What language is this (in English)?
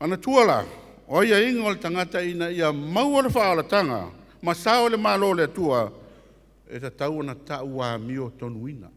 Samoan